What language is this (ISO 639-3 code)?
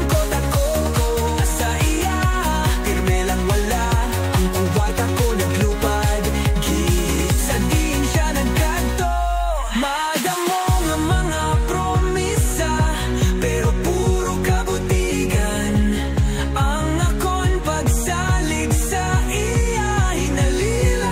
hil